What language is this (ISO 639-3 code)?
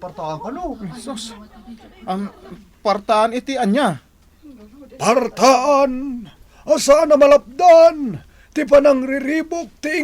ilo